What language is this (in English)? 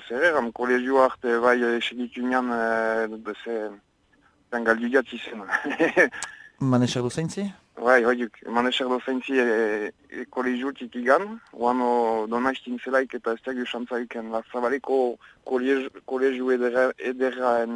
Basque